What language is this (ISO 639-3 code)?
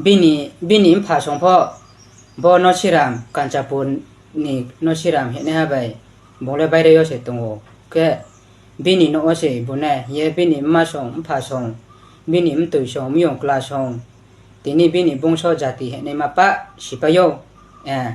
ria